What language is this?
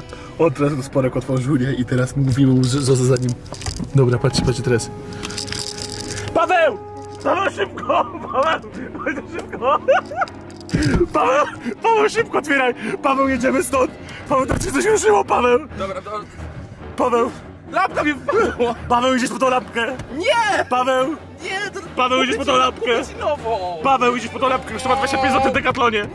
Polish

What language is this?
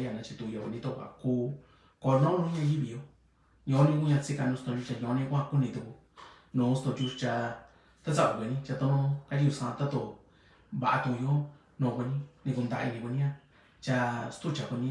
Mixtepec Mixtec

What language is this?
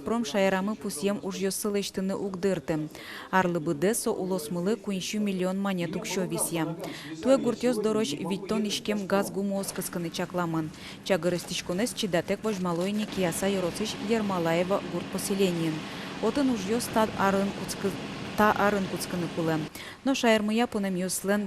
Udmurt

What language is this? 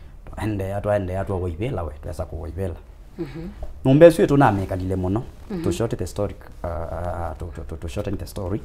Kamba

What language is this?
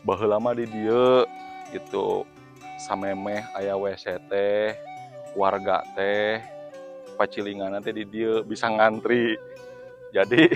Sundanese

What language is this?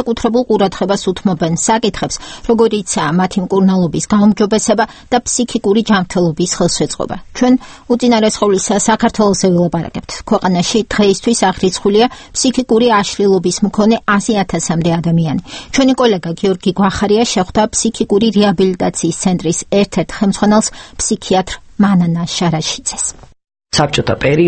Georgian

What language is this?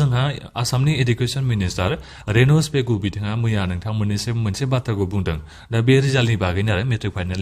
Bodo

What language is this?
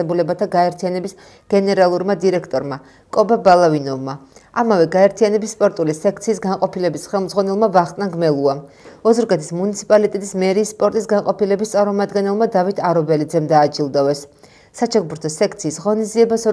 Georgian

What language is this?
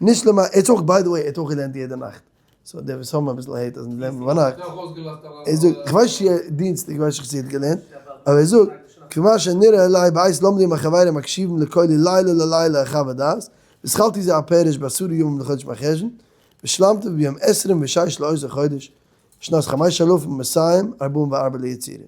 Yiddish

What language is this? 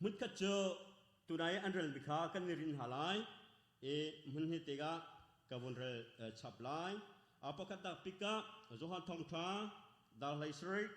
Hakha Chin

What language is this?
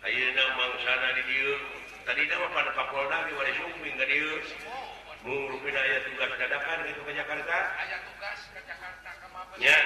Sundanese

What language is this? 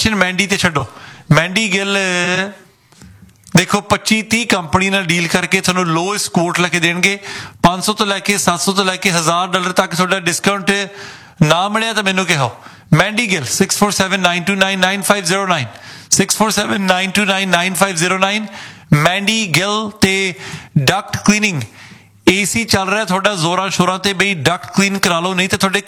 Punjabi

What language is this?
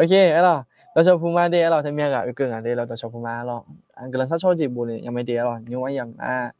Akha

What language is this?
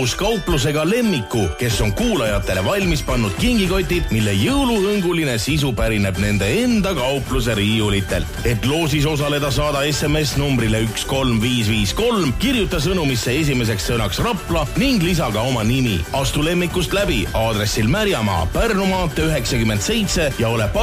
Estonian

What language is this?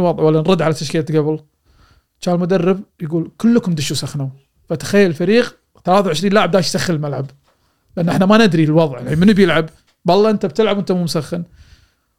Gulf Arabic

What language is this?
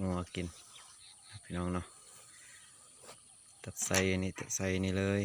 Lao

